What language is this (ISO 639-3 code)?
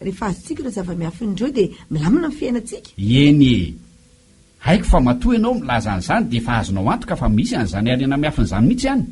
mlg